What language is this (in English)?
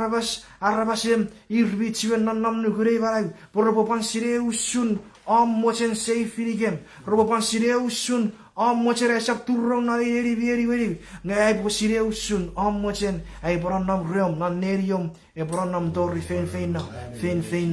Chuukese